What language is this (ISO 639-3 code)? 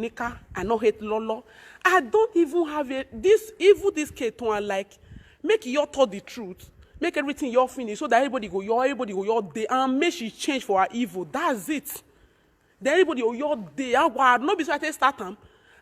pcm